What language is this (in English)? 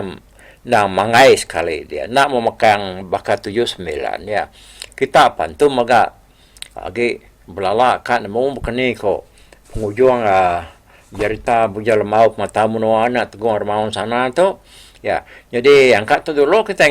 Iban